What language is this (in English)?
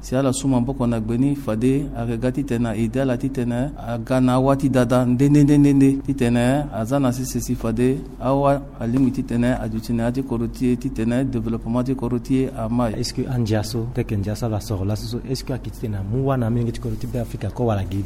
Sango